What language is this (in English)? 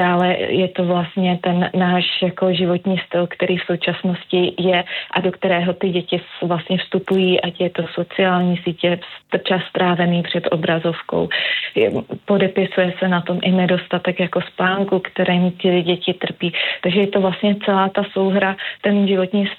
Czech